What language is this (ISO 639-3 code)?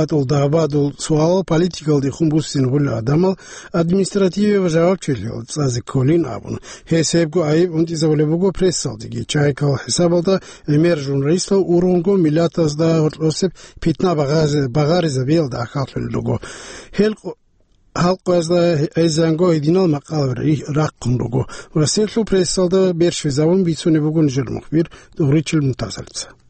ava